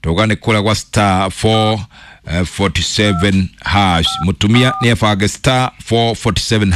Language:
Kikuyu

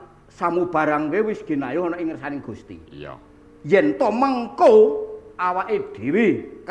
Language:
Javanese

